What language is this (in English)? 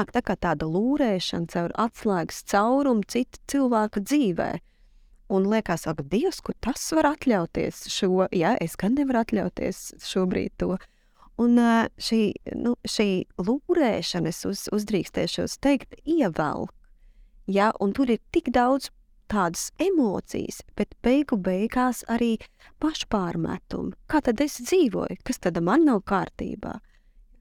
Latvian